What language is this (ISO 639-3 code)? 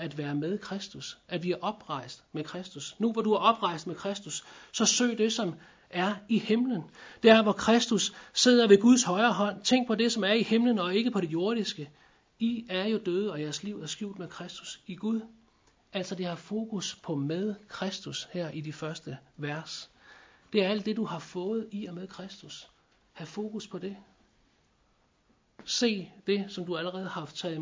dan